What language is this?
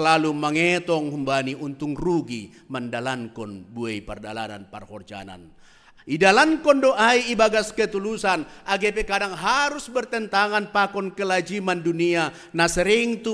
Batak Simalungun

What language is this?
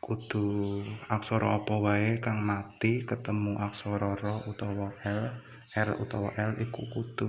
Javanese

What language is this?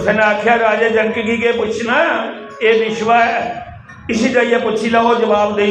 Dogri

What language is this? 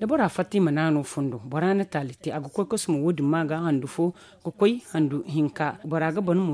Zarma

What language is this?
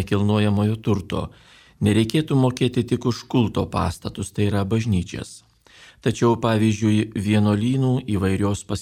Lithuanian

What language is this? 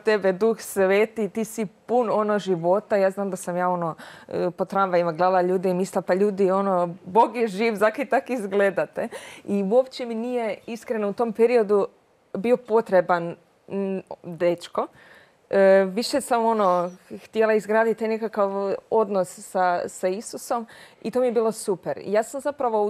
Croatian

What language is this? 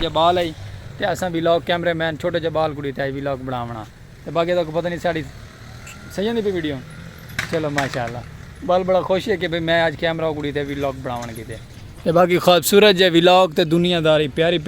Saraiki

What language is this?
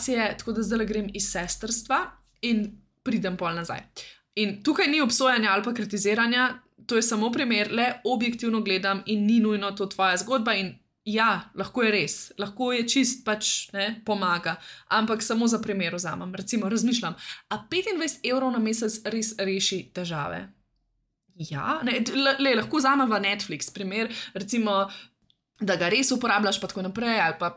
Slovenian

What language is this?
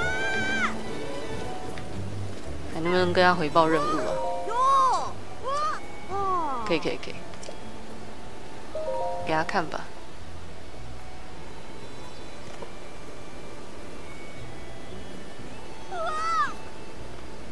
Chinese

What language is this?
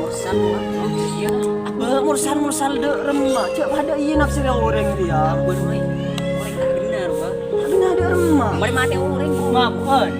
Madurese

